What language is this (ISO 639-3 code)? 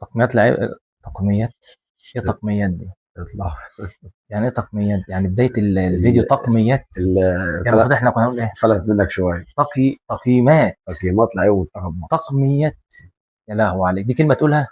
arz